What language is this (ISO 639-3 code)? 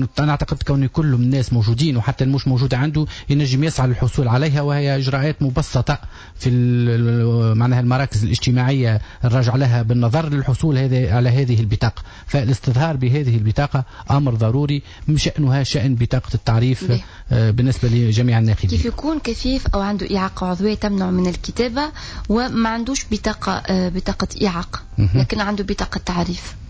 aeb